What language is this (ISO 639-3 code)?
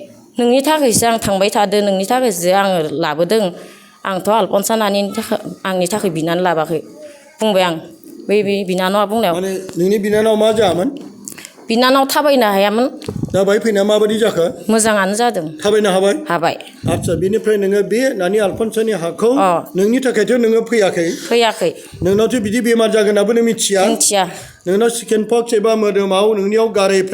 brx